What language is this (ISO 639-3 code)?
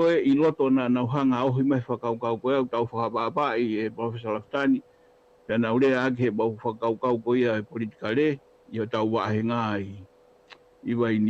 ton